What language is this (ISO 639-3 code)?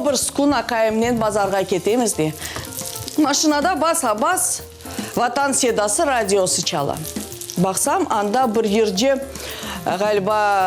crh